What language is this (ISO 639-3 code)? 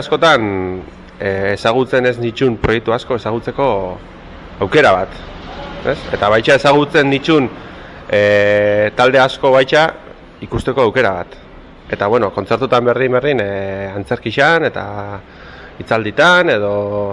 eus